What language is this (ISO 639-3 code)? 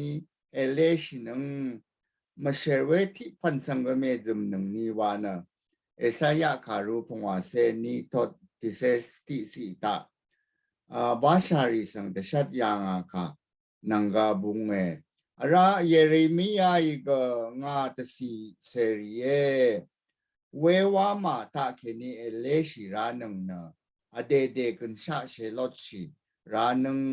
raw